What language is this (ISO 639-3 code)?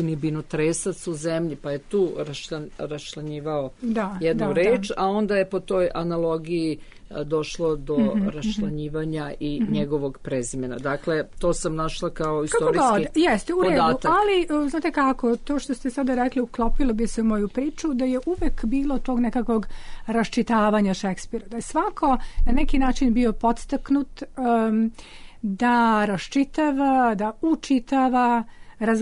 srp